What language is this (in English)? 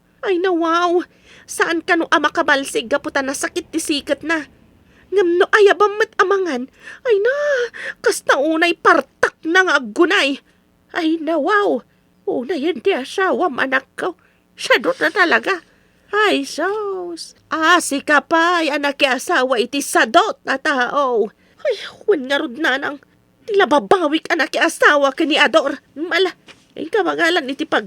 Iloko